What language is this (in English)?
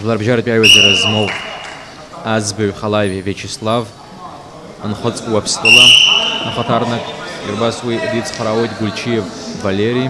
Abkhazian